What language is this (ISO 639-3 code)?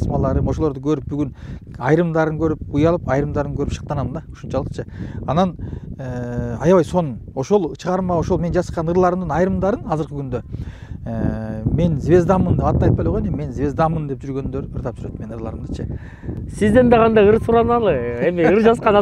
kir